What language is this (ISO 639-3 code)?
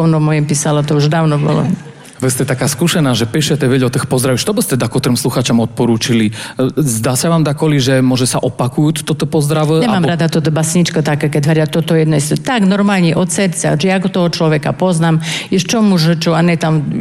slk